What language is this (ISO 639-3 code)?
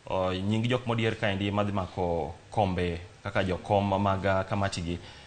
luo